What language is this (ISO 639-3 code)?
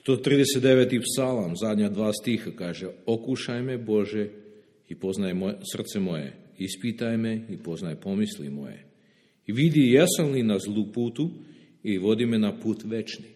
srp